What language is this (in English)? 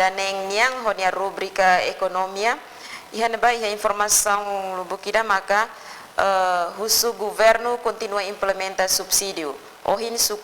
Tetum